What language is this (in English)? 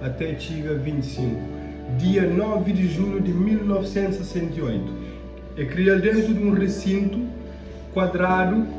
Kabuverdianu